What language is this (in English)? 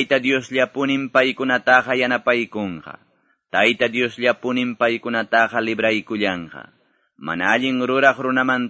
Quechua